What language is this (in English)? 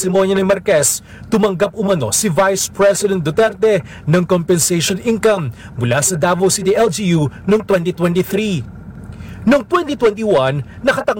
Filipino